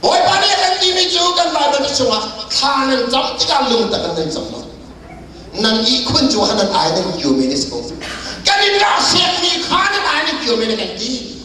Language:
Hakha Chin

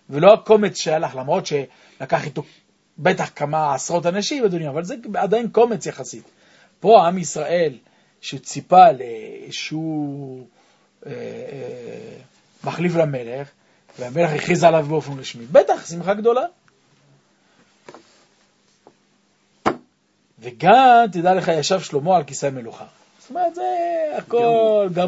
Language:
Hebrew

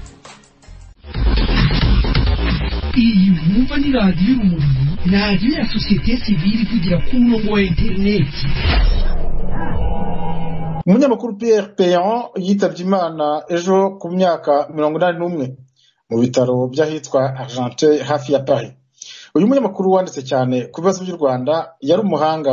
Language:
Kinyarwanda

